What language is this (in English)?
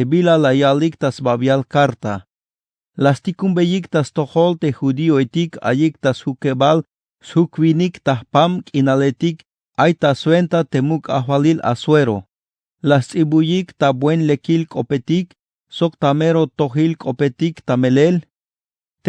Tzeltal